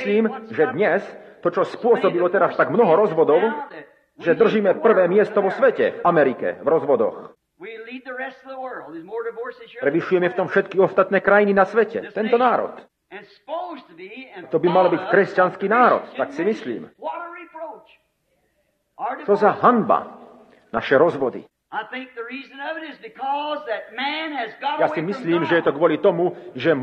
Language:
Slovak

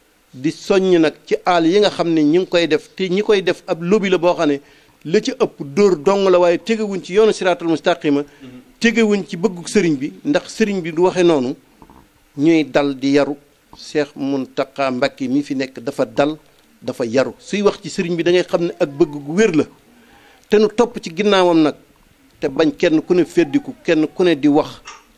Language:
Wolof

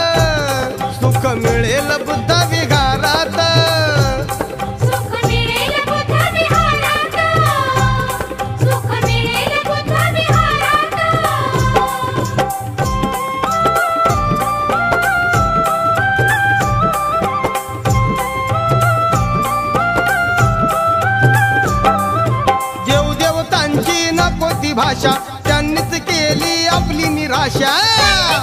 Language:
Marathi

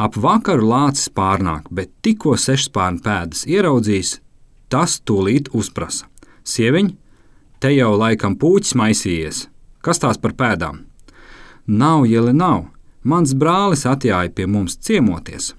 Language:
Latvian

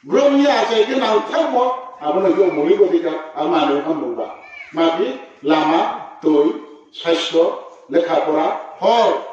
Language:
Riang (India)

